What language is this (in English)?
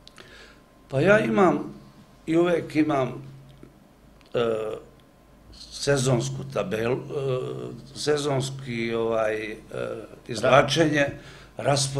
Serbian